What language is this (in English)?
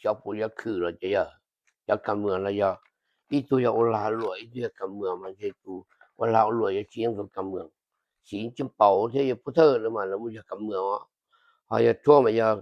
Hmong